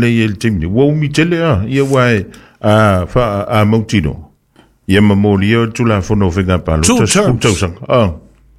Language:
Samoan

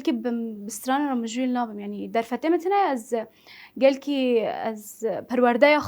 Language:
Kurdish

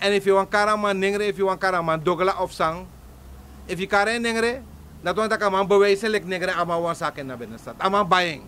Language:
Sranan Tongo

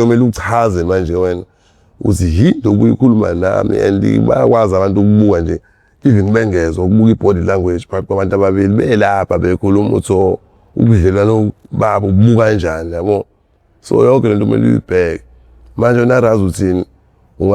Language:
Zulu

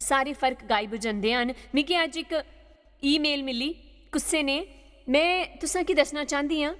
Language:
Dogri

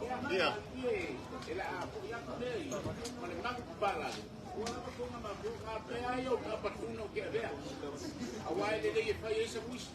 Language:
Samoan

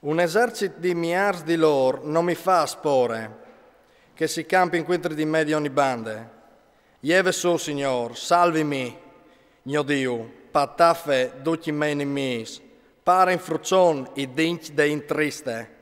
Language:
Friulian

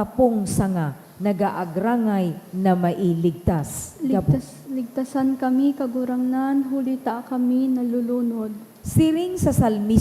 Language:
Bikol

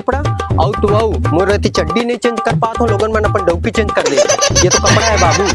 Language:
Chhattisgarhi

